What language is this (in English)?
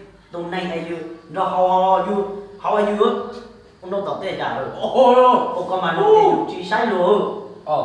Hmong